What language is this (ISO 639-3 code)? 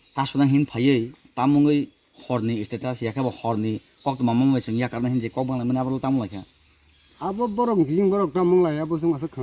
trp